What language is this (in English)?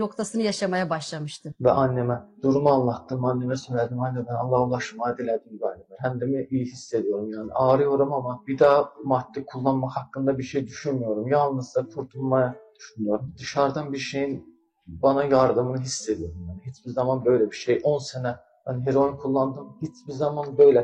Turkish